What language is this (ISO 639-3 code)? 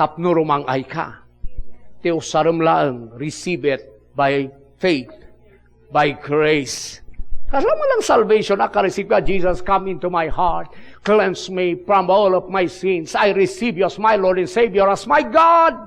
ilo